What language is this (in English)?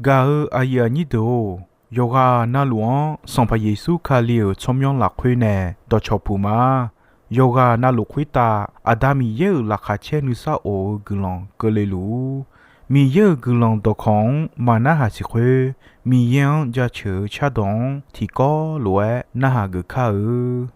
Akha